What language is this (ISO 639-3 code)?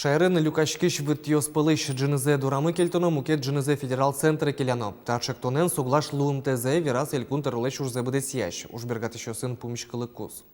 udm